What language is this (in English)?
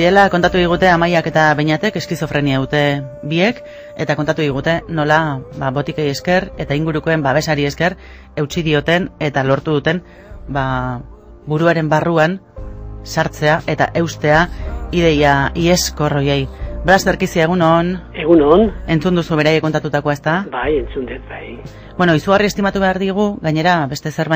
Basque